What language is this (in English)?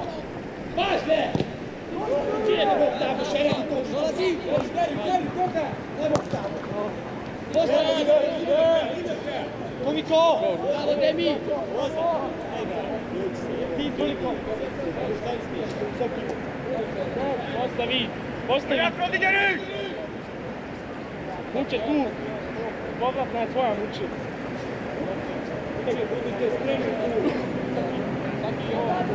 Croatian